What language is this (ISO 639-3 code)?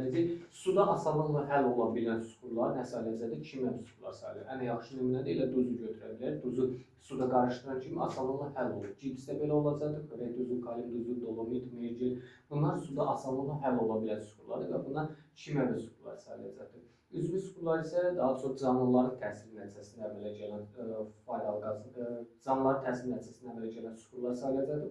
aze